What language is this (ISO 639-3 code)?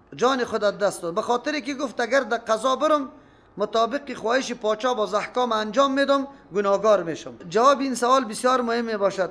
fas